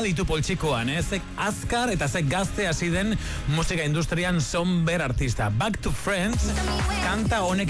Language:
Basque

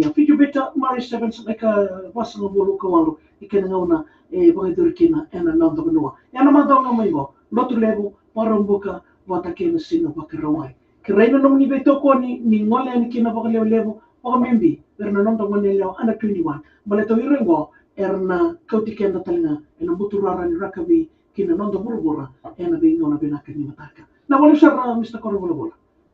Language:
Fijian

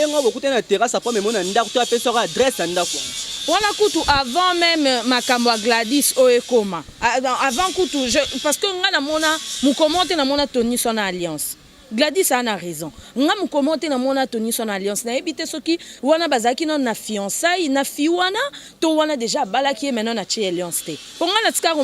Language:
Lingala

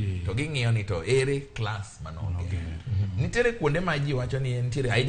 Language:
Luo (Kenya and Tanzania)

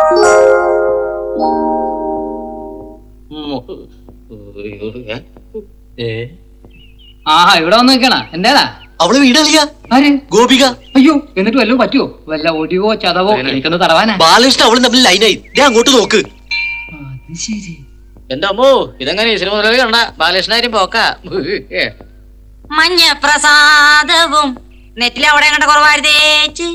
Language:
Malayalam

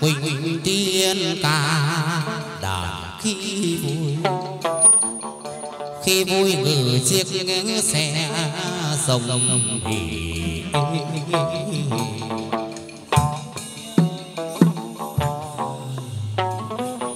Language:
Vietnamese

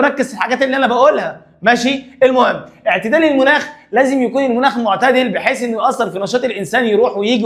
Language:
Egyptian Arabic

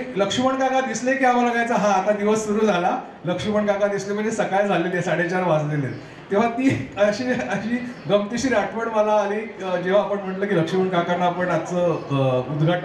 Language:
Marathi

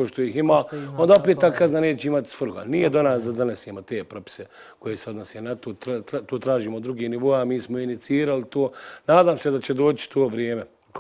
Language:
Bosnian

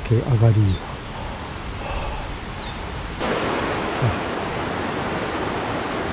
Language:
Japanese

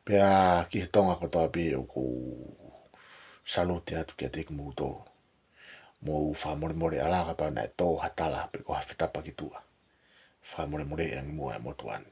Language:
Tongan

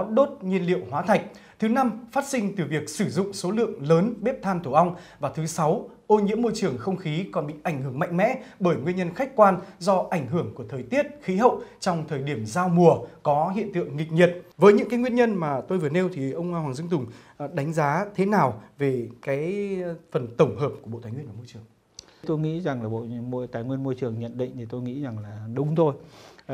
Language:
Vietnamese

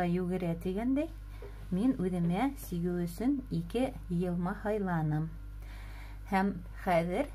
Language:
Bashkir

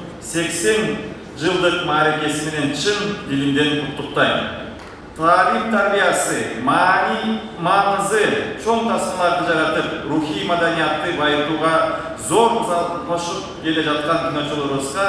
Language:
Kyrgyz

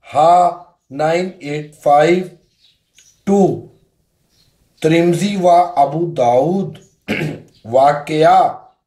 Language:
Urdu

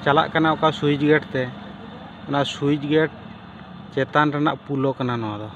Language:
Santali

